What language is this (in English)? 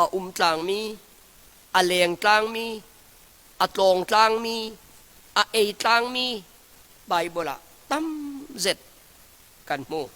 Falam Chin